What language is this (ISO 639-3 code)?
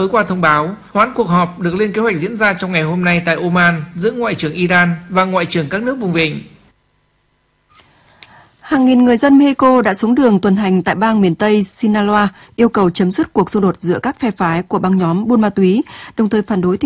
vie